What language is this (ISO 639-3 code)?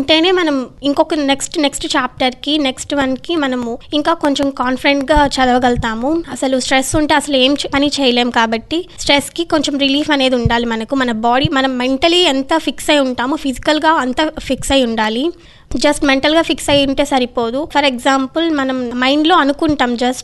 tel